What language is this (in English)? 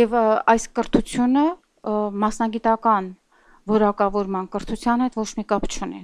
Armenian